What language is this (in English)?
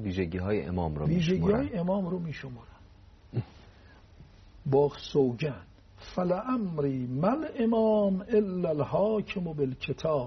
Persian